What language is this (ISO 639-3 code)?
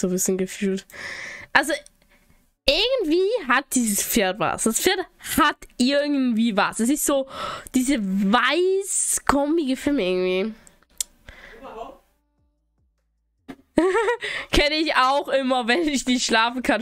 deu